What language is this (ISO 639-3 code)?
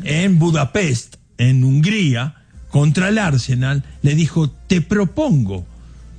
spa